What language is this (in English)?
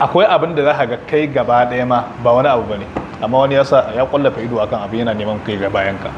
Hausa